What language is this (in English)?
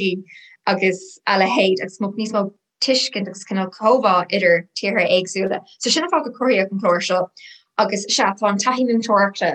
Irish